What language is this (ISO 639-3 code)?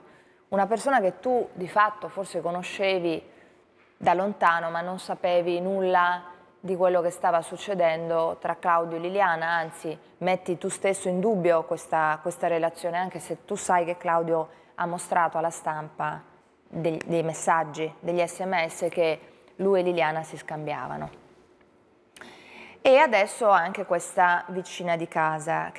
ita